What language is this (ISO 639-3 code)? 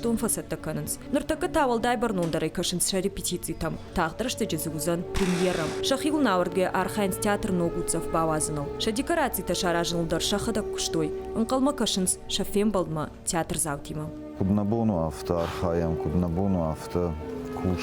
oss